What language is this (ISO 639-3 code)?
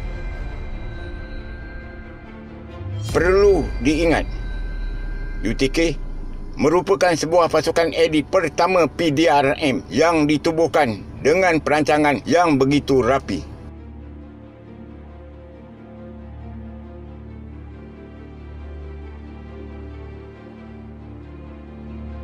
msa